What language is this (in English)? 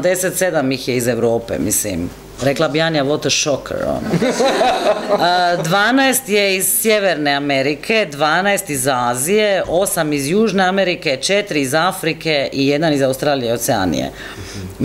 Croatian